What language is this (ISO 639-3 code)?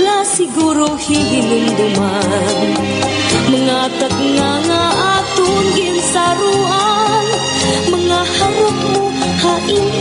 war